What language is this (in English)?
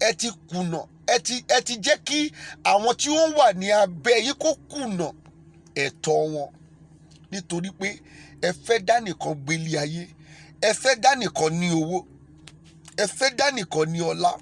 Yoruba